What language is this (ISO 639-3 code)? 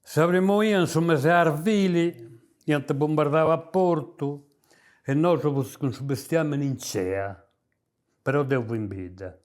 srd